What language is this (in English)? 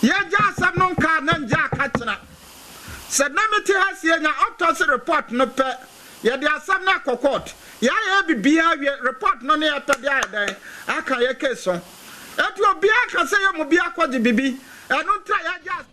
Akan